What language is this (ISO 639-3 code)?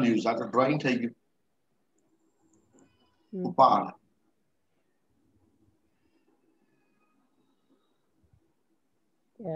guj